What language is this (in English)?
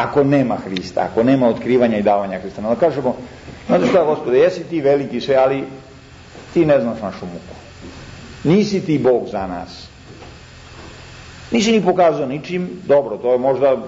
Serbian